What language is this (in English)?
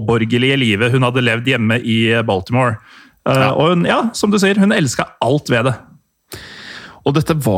Norwegian